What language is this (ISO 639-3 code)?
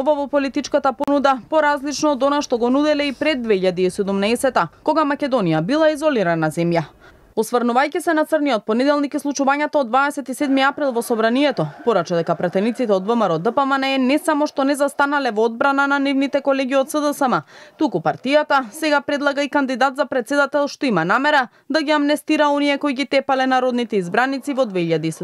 mkd